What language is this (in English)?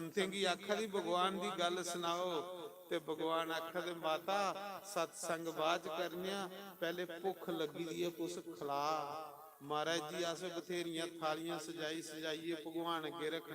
Dogri